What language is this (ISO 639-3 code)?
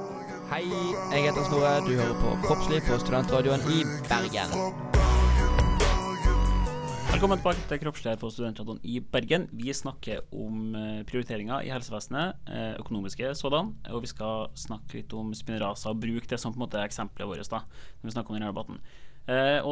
nor